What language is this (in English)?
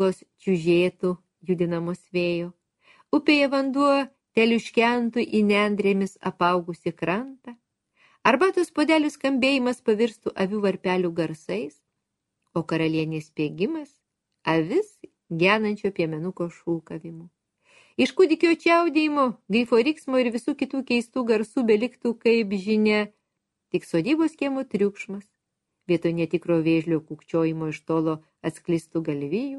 Lithuanian